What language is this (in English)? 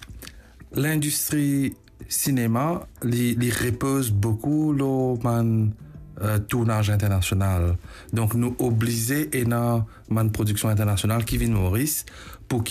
Morisyen